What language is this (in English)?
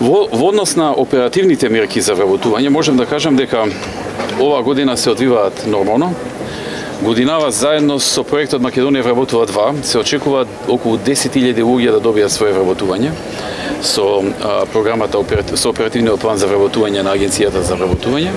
Macedonian